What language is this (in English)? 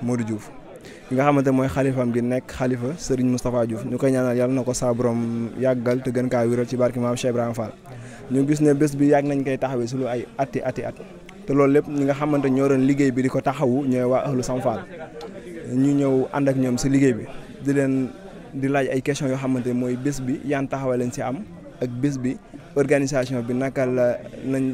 Wolof